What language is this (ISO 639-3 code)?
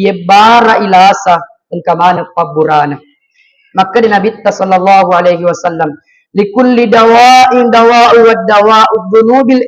bug